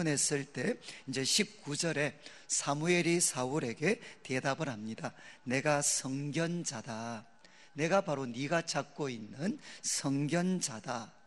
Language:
Korean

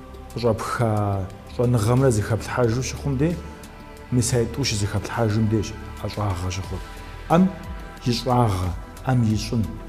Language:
Kabardian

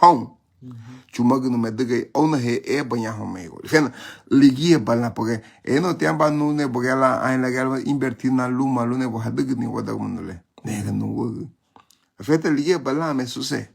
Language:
Garifuna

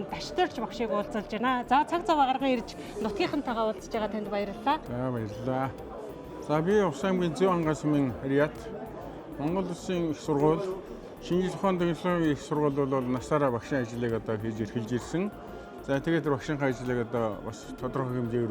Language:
Mongolian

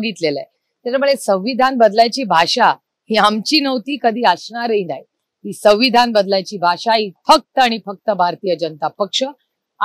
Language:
Marathi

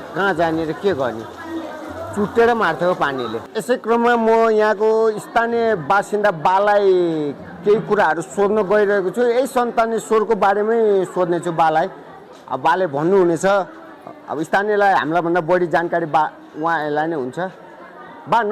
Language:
Nepali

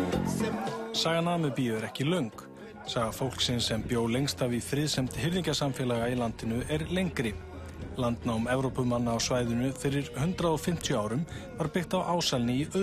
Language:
Icelandic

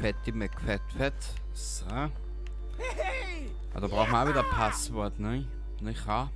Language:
Bavarian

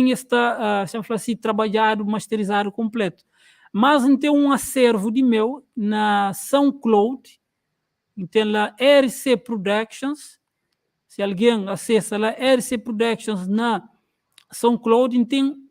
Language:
Kabuverdianu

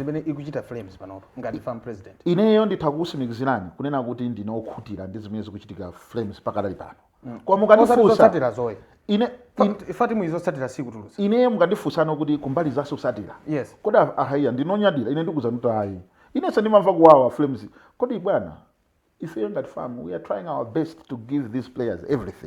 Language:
Nyanja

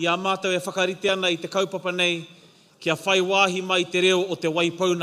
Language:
Māori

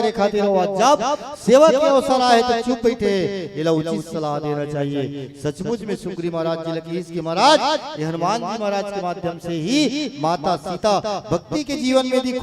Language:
Chhattisgarhi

